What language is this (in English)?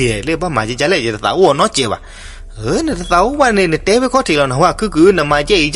S'gaw Karen